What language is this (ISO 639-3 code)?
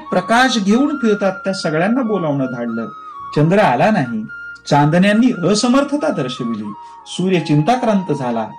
mar